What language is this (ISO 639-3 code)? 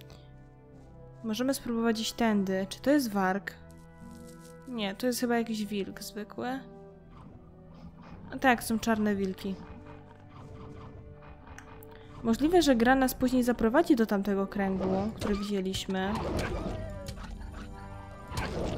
pol